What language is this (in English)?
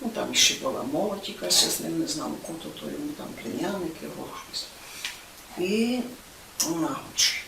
Rusyn